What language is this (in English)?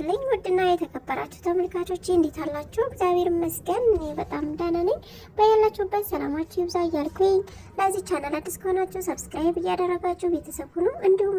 Amharic